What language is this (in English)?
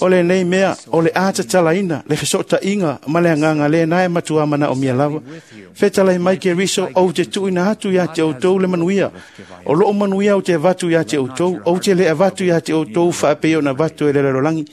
Samoan